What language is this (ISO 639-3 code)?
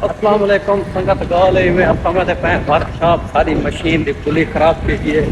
skr